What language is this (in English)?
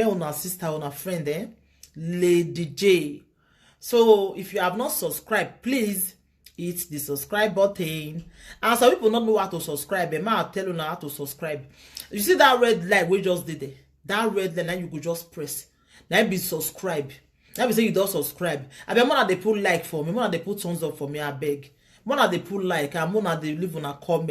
Nigerian Pidgin